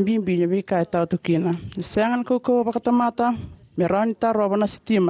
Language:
Fijian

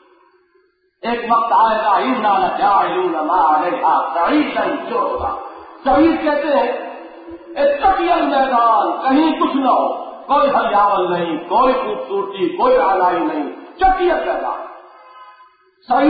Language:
Urdu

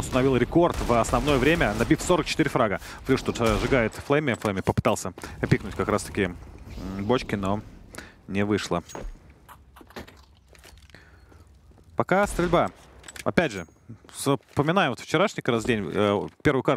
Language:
Russian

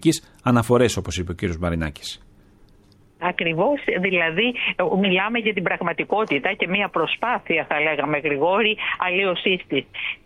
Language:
Greek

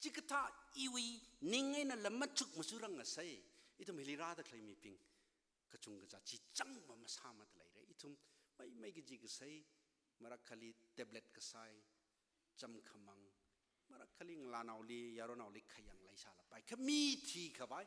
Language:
Tangkhul Naga (India)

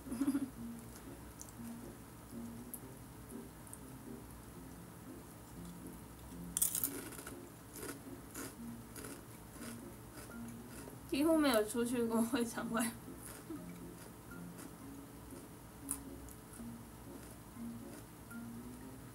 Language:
Chinese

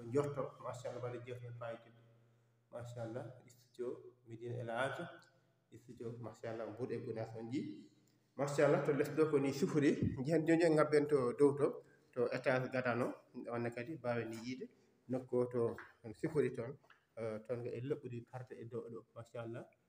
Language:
Fula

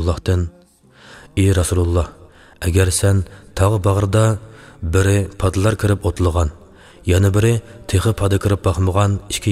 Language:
Uyghur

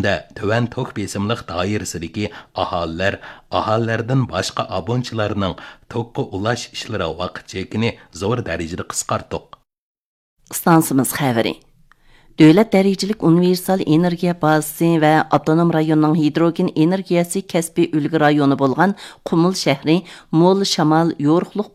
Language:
Uyghur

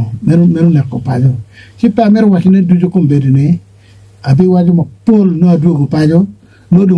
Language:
Acoli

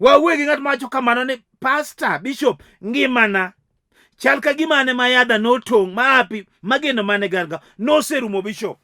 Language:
Luo (Kenya and Tanzania)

